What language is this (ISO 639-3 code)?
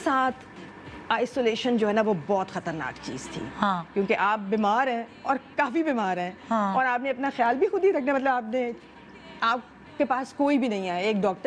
urd